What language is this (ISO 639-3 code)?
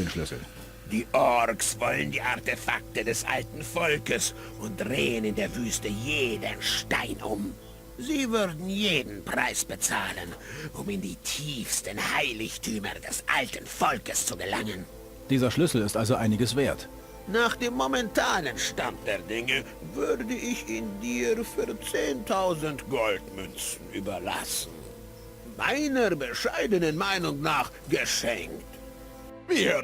bar